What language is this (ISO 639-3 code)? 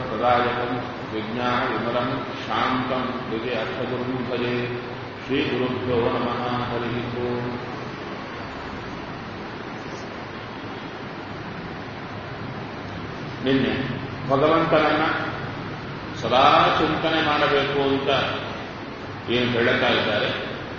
kan